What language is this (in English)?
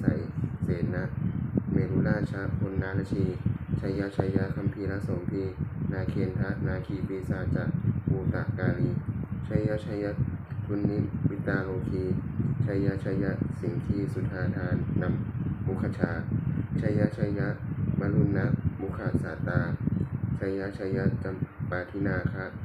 Pali